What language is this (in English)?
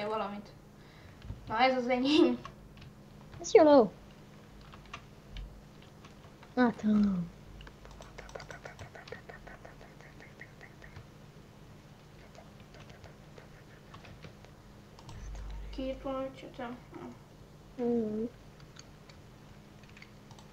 Hungarian